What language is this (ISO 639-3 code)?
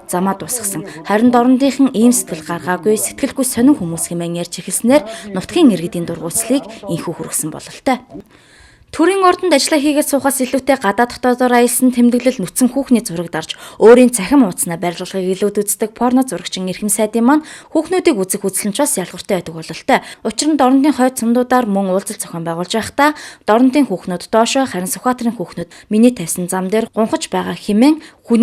mon